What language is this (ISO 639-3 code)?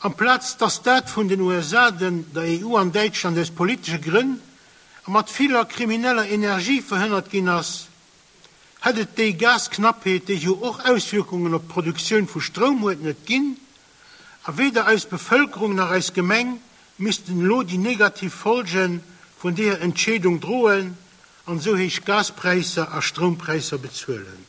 ltz